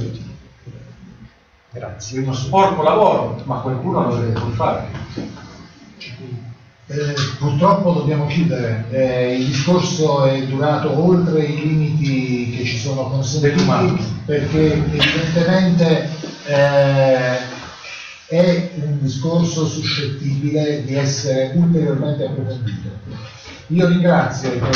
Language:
Italian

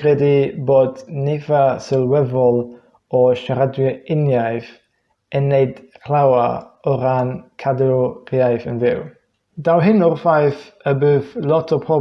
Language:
Welsh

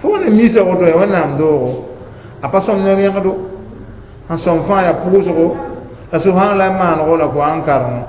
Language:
Mossi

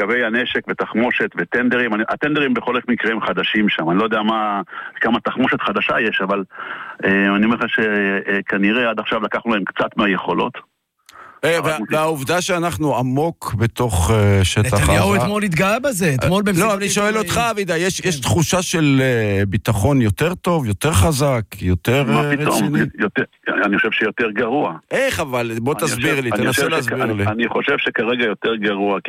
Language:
Hebrew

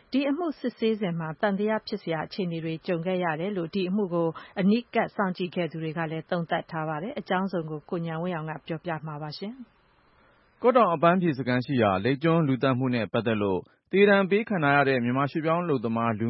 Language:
Burmese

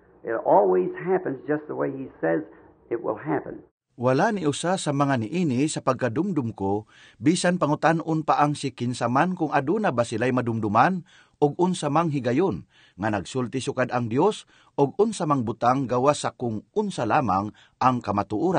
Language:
Cebuano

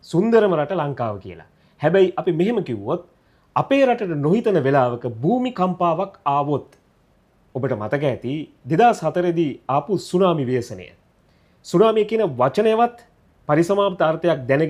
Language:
Sinhala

